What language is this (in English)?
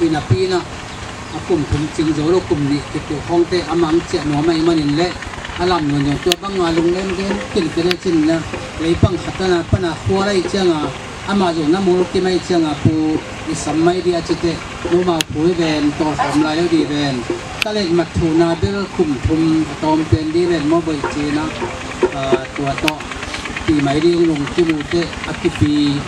Tedim Chin